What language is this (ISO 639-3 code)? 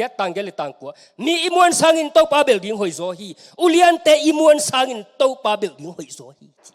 ctd